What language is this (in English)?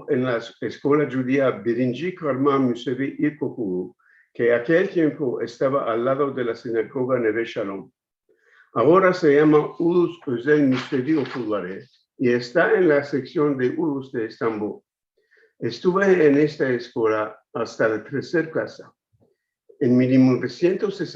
Ladino